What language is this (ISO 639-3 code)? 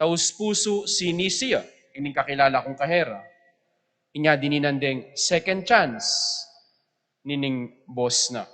pam